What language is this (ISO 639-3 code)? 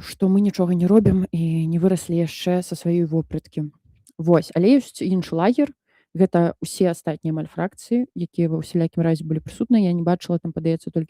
bel